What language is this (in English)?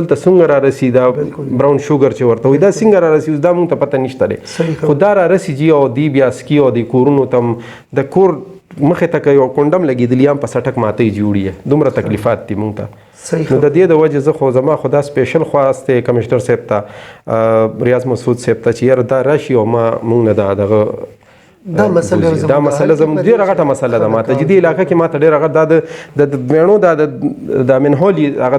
Pashto